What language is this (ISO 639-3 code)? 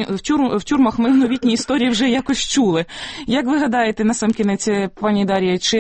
ukr